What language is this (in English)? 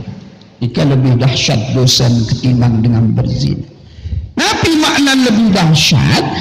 Sasak